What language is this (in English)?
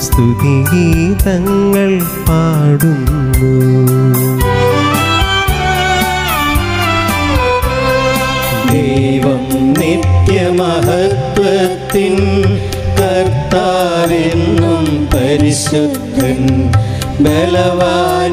Malayalam